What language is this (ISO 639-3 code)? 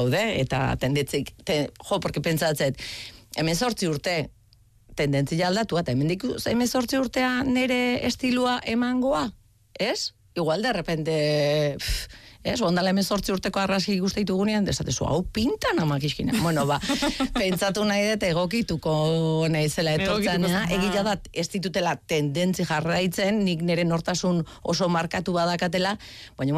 eus